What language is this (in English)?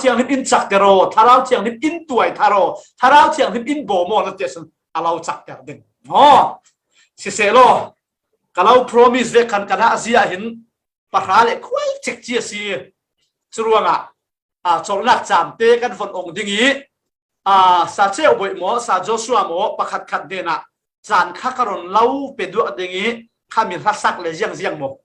Falam Chin